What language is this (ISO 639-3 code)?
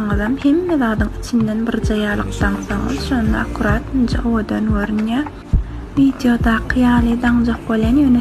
tuk